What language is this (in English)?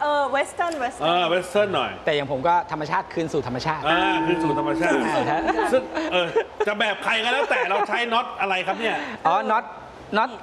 Thai